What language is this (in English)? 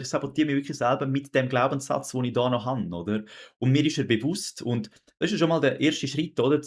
Swiss German